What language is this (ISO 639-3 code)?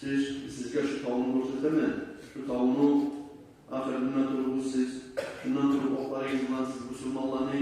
kum